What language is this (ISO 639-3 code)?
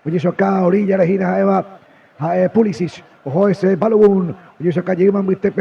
grn